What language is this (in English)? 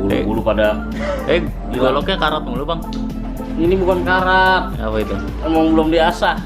Betawi